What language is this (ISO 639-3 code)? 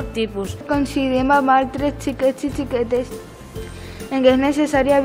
cat